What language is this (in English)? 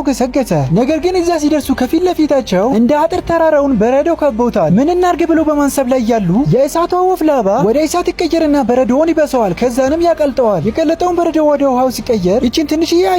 Amharic